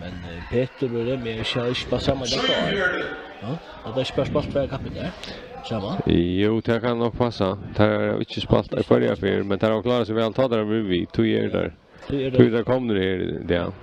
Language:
Faroese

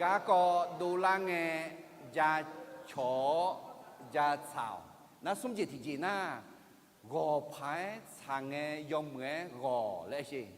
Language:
Akha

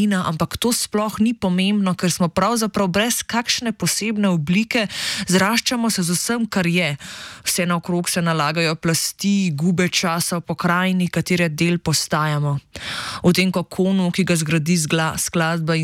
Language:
Slovenian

